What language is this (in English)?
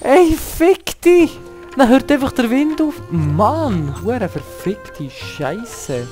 Swiss German